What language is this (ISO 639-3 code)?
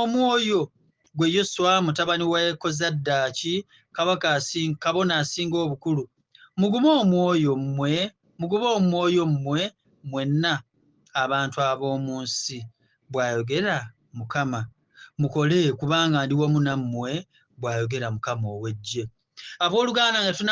lug